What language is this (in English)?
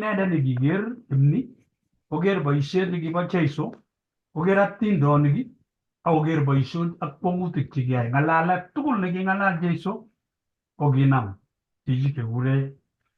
Kalenjin